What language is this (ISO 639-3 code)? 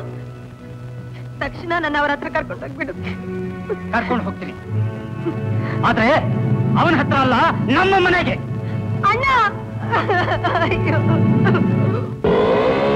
kan